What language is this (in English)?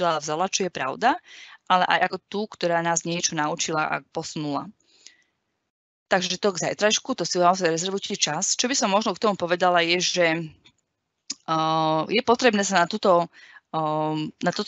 Slovak